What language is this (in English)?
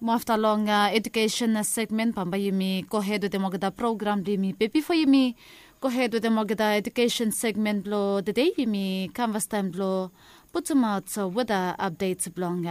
Bislama